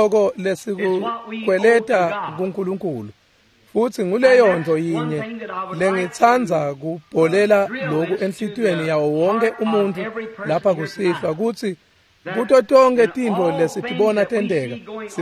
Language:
Swati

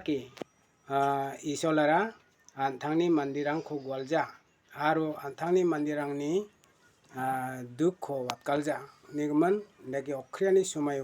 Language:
Garo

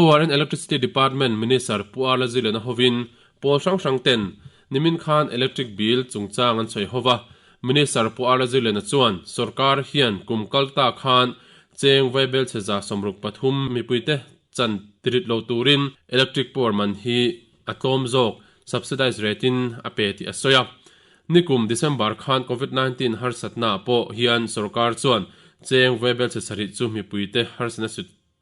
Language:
Mizo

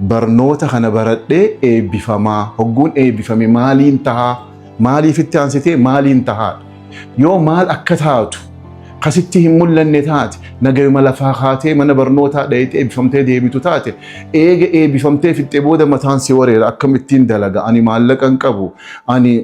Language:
Oromo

